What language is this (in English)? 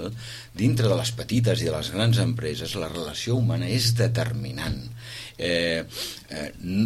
Catalan